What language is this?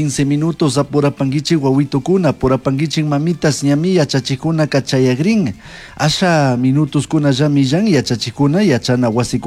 Chimborazo Highland Quichua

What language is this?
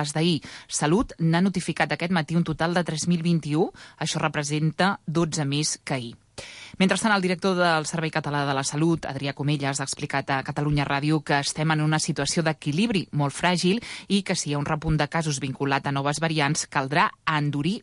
Catalan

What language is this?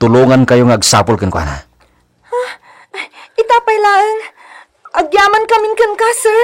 Iloko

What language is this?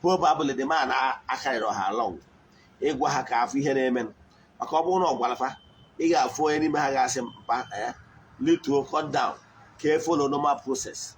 Igbo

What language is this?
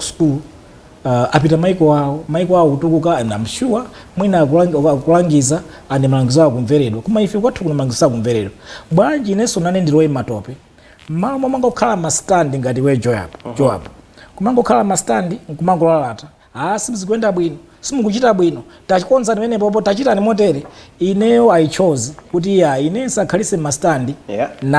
Nyanja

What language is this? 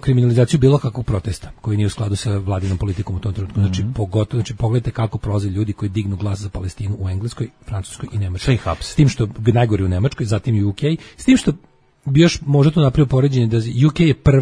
Serbian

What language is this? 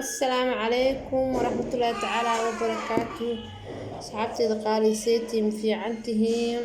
Somali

